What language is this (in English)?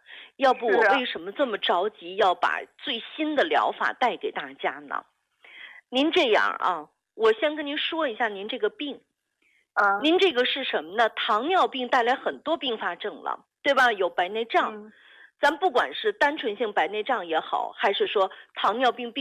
Chinese